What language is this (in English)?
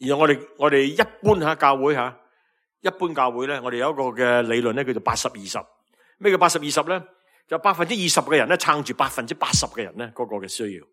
Cantonese